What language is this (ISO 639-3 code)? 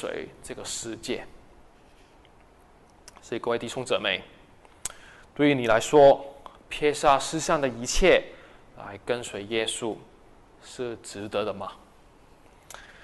zho